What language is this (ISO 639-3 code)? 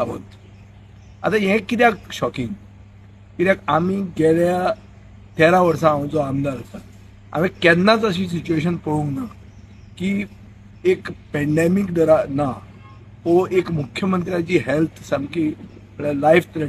kok